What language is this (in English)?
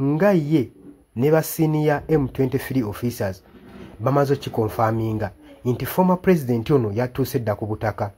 Ganda